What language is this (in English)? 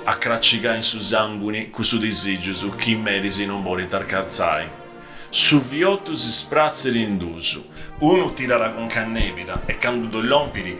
Sardinian